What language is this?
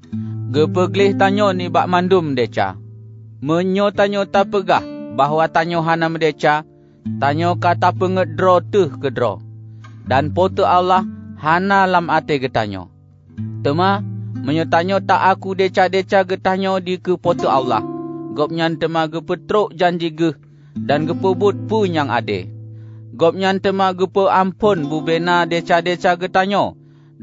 Achinese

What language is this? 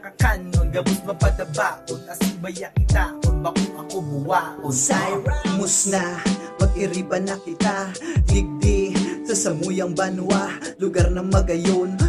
Bikol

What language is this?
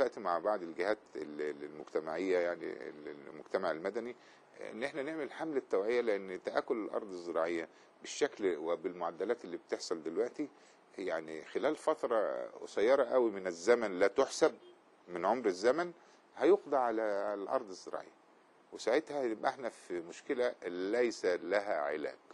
Egyptian Arabic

